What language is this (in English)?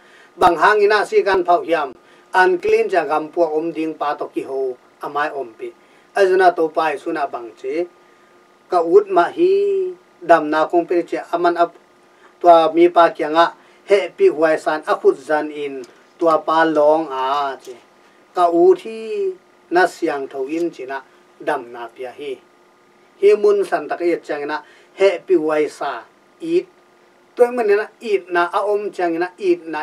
Tedim Chin